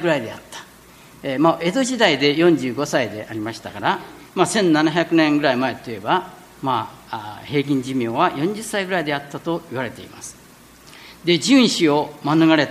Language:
Japanese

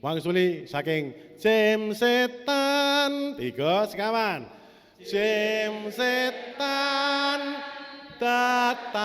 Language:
Javanese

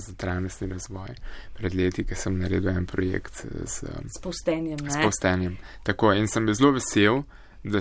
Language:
Slovenian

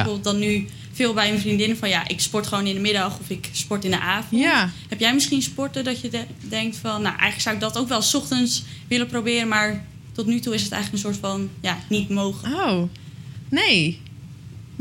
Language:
Dutch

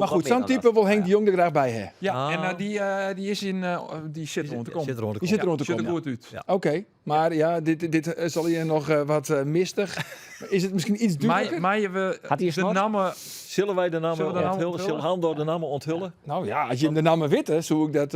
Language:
Western Frisian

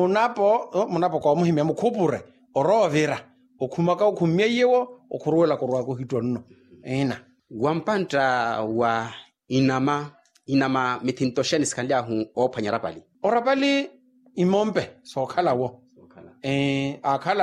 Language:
Makhuwa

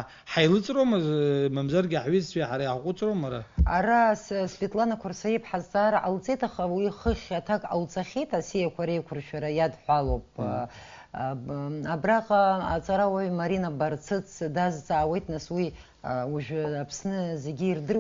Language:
Abkhazian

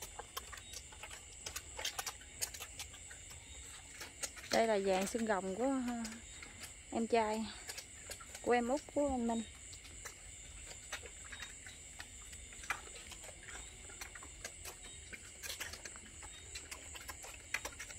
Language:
Vietnamese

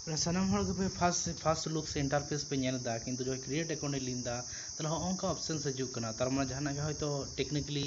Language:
Santali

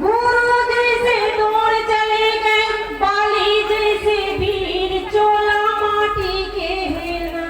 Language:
Chhattisgarhi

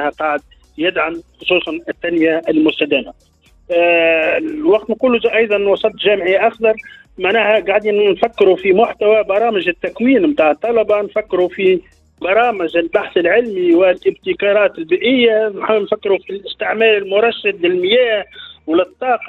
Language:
Tunisian Arabic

